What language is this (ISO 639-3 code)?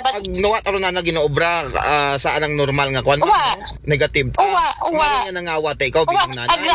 akl